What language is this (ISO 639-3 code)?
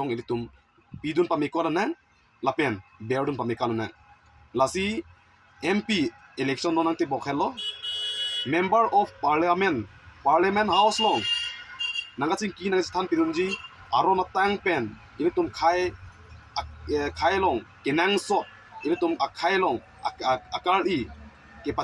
mjw